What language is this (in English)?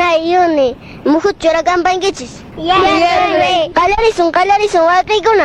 Quechua